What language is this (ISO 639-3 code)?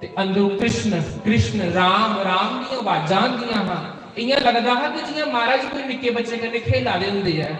doi